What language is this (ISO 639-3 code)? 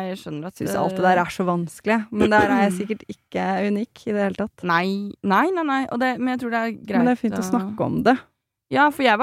nor